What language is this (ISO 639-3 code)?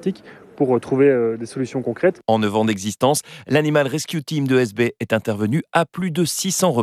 fra